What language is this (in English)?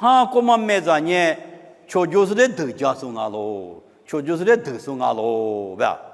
Lisu